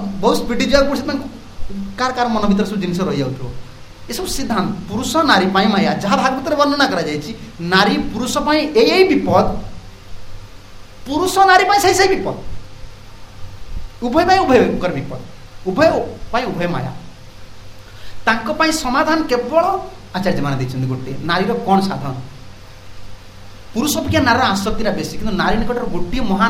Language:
Odia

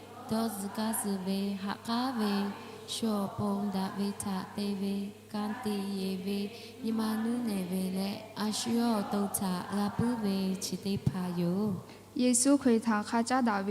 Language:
Lahu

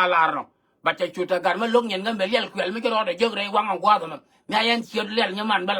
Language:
Nuer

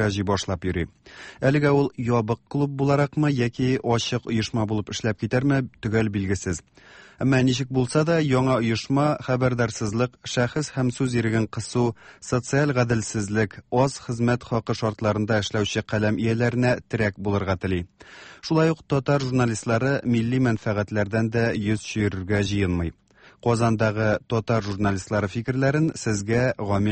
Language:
Tatar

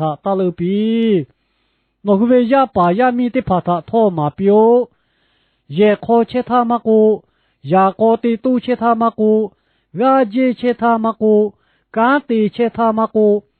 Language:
Lahu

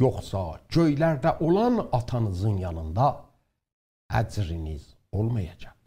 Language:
South Azerbaijani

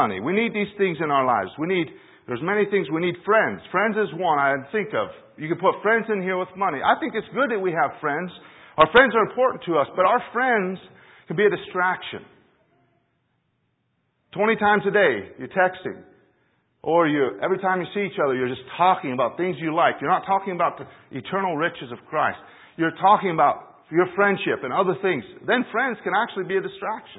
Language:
English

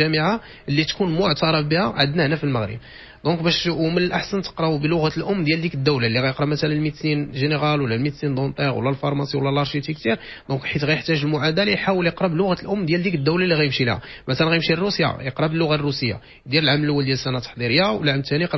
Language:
Moroccan Arabic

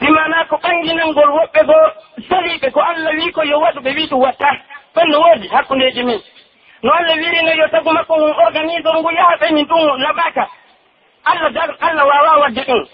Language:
Pular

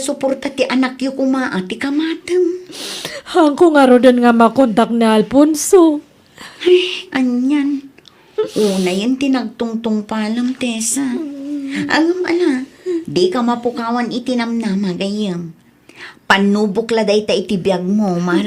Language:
Iloko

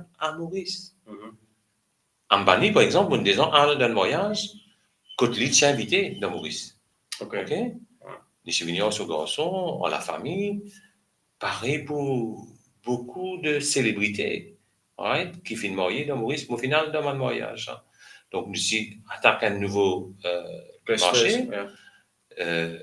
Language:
Morisyen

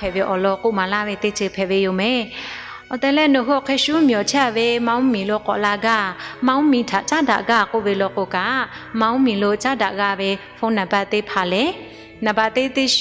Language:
Lahu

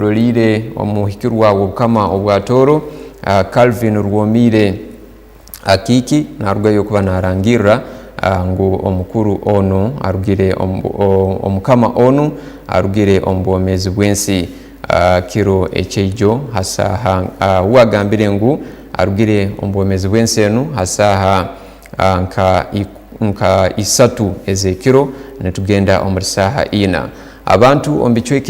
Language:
Tooro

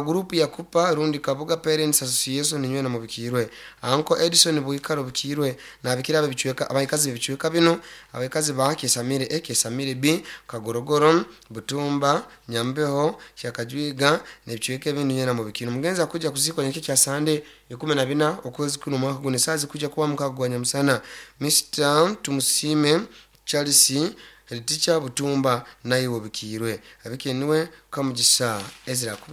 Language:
Nyoro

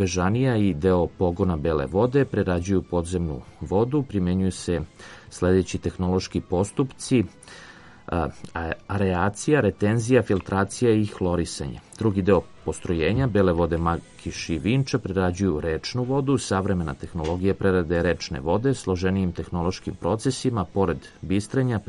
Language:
Serbian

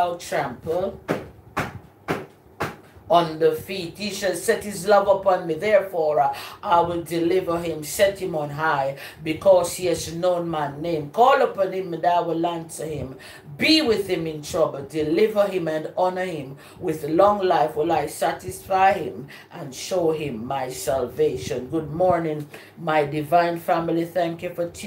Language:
English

